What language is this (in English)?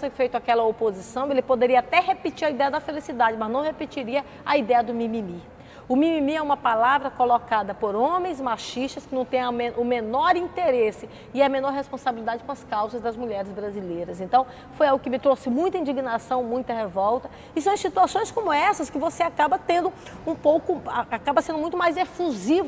Portuguese